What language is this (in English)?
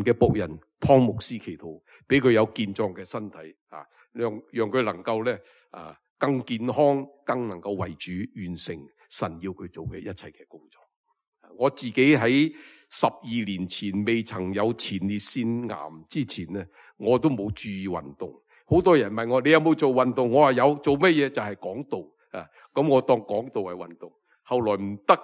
Cantonese